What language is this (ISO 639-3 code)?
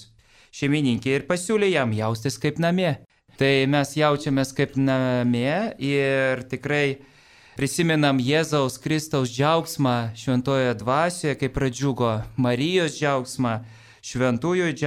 lit